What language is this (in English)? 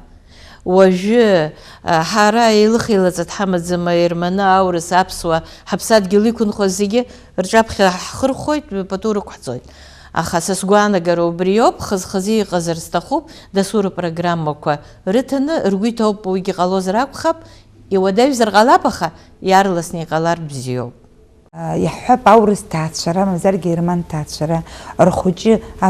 Abkhazian